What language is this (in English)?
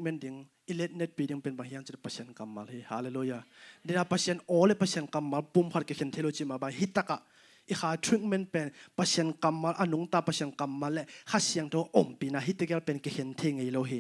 Tedim Chin